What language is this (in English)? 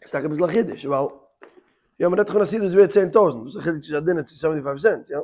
Yiddish